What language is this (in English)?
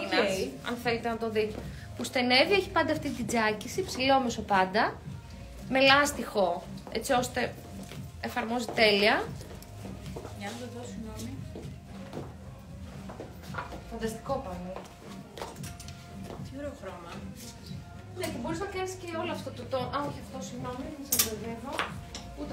Greek